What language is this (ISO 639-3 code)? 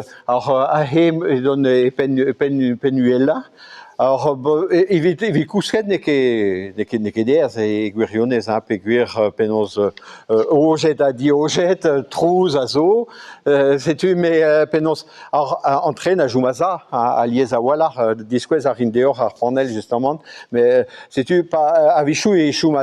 bre